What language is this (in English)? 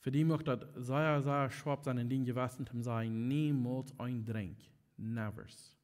Plautdietsch